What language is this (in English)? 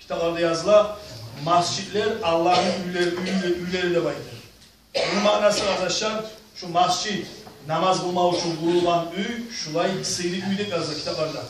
Kumyk